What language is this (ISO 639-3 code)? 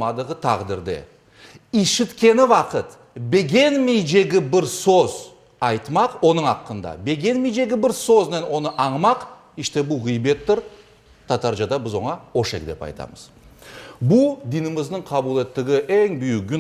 crh